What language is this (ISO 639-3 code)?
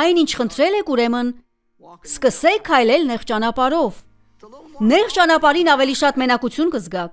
hye